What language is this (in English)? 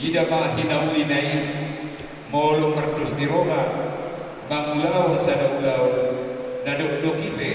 Batak Toba